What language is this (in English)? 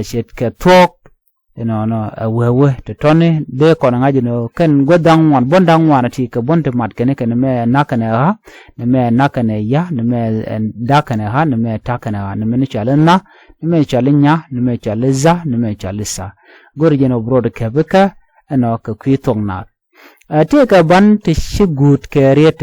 Nuer